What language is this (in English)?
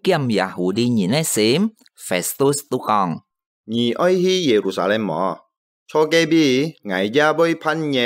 Hakka Chinese